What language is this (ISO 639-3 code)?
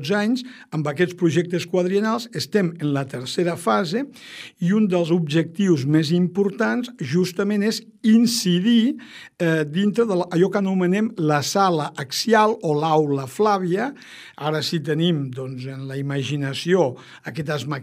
cat